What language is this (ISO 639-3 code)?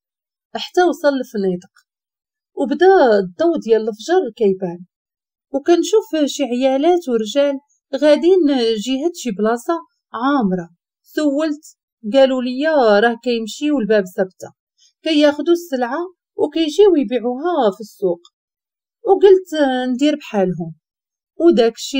ary